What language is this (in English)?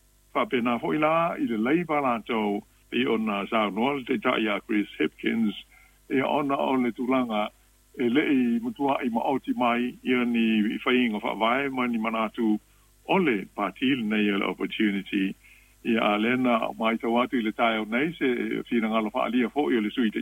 Samoan